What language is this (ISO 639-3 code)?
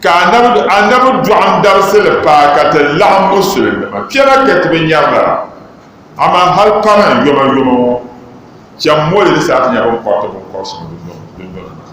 dag